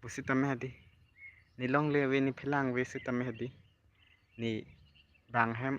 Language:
Karbi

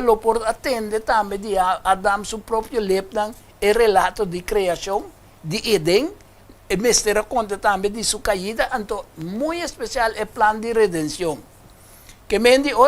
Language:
Papiamento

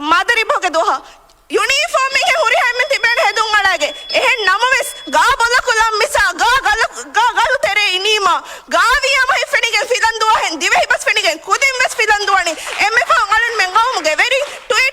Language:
Divehi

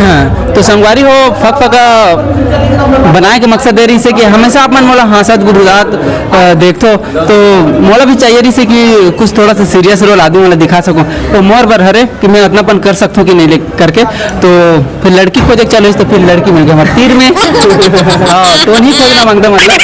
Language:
Chhattisgarhi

